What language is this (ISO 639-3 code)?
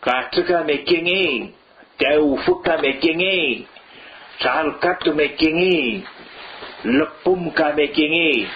arn